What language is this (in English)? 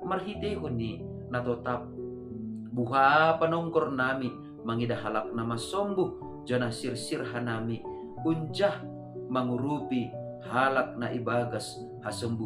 Batak Simalungun